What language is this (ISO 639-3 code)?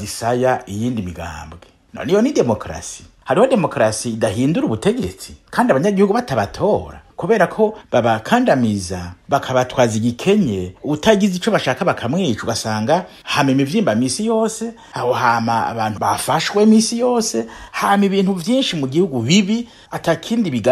run